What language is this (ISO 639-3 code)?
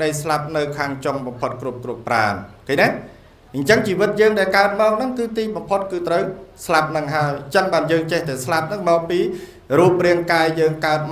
khm